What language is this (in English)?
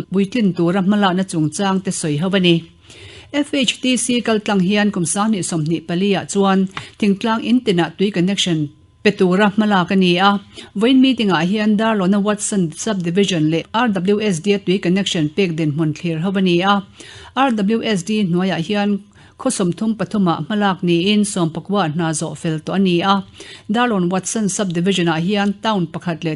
Mizo